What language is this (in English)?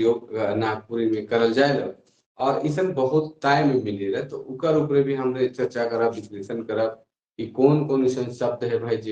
Sadri